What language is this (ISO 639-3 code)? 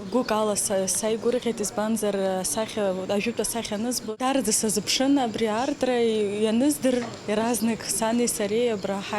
abk